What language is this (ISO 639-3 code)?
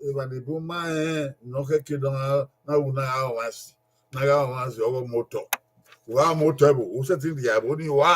bin